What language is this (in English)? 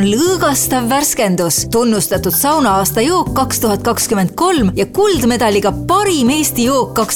Estonian